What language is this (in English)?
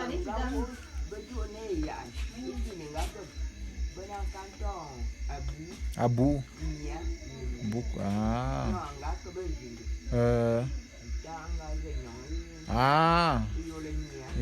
Bulu